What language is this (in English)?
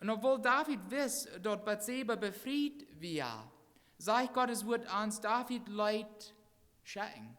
Plautdietsch